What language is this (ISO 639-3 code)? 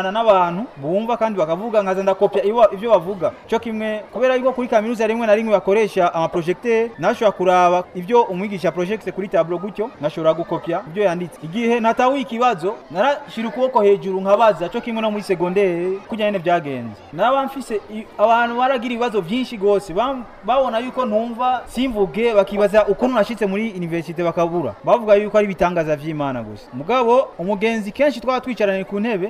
run